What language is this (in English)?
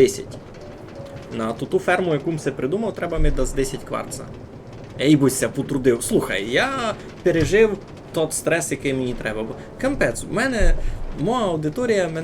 Rusyn